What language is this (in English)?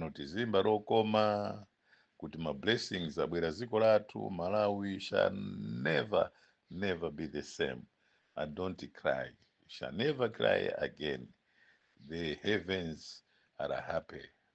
Nyanja